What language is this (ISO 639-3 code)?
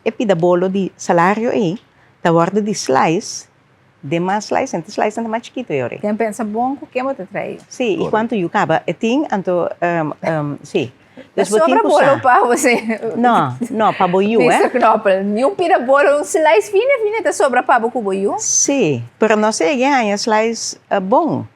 pap